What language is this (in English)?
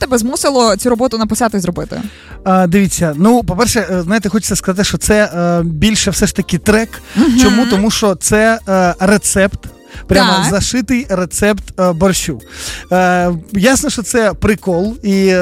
Ukrainian